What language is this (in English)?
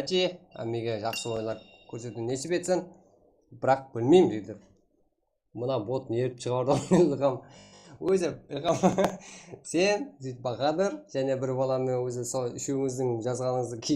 Kara-Kalpak